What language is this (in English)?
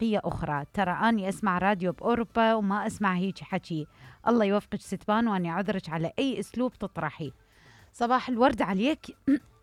Mesopotamian Arabic